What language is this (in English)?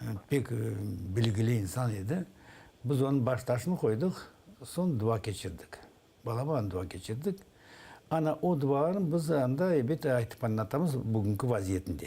Crimean Tatar